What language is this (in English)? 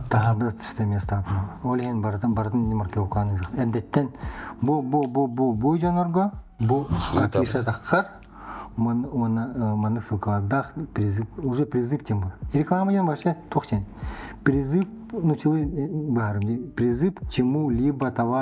Yakut